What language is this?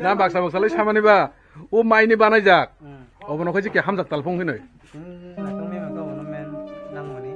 Kok Borok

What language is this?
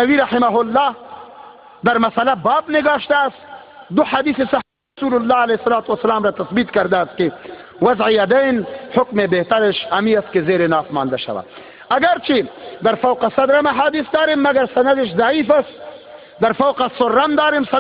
Tajik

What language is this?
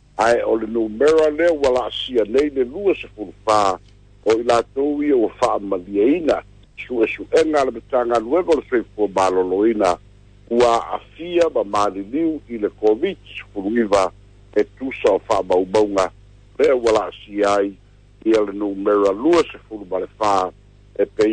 Samoan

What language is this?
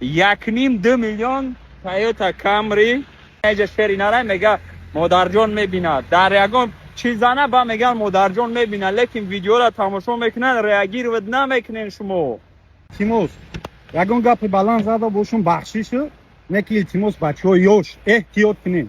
Tajik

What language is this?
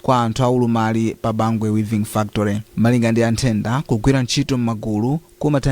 Nyanja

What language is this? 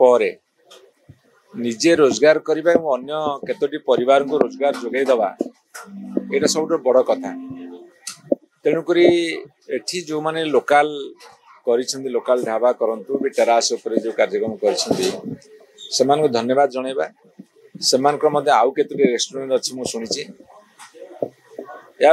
Odia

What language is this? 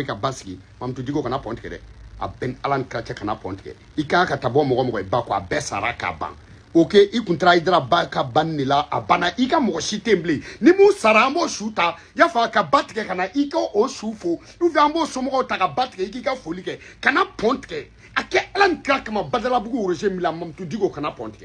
Bambara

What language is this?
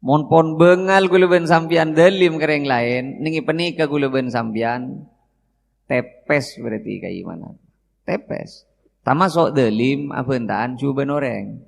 Madurese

